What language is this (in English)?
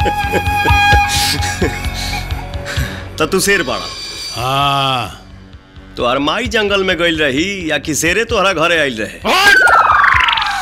Bhojpuri